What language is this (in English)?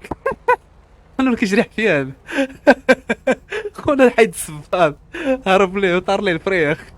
Moroccan Arabic